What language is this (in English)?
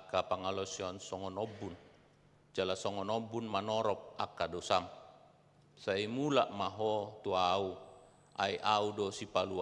Batak Toba